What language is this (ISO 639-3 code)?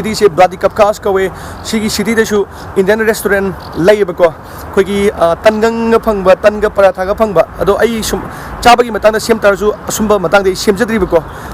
mni